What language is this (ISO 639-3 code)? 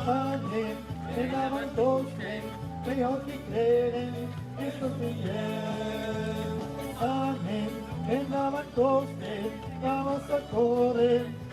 oci